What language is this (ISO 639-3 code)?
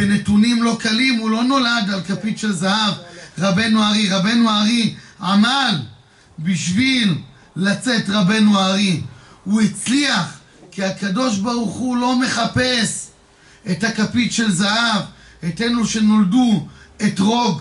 heb